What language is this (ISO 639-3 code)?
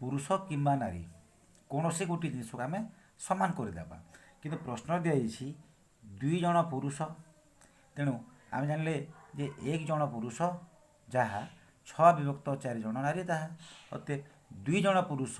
ori